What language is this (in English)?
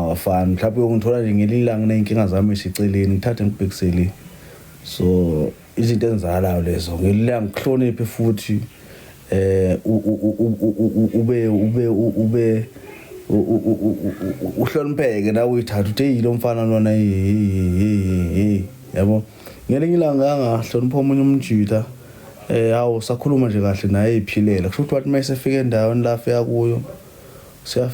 Zulu